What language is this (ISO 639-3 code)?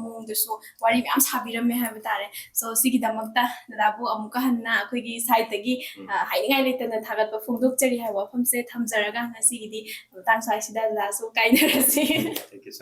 mni